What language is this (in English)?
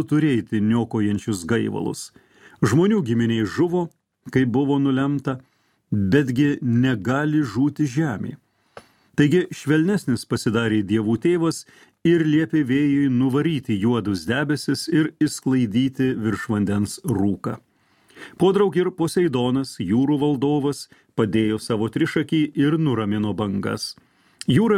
Lithuanian